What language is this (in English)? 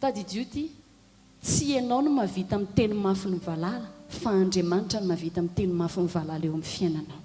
Malagasy